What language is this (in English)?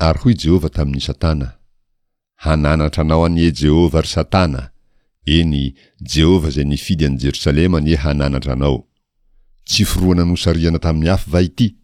Malagasy